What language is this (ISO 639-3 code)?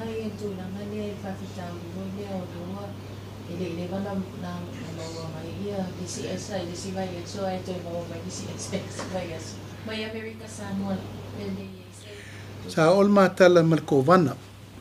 smo